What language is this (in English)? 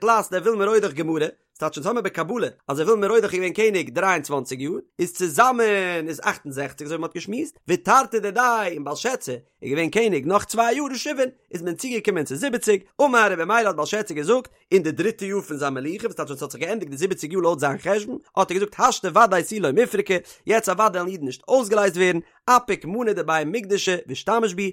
Yiddish